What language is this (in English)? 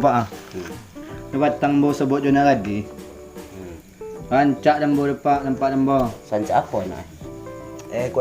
Minangkabau